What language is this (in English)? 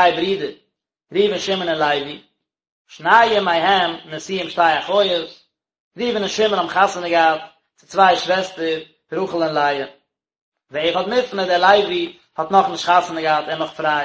Yiddish